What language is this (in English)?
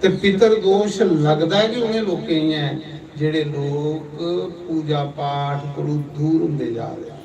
Dogri